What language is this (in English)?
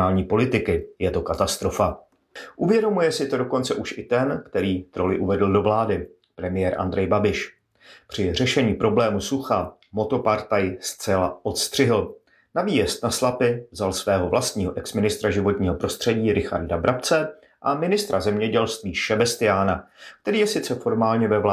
Czech